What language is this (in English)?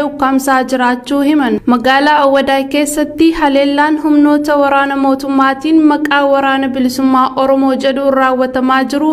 Oromo